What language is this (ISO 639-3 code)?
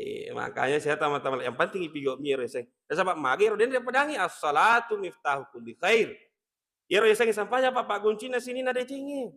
bug